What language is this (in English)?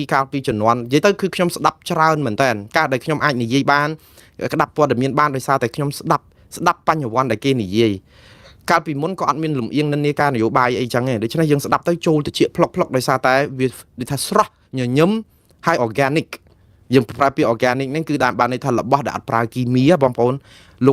Khmer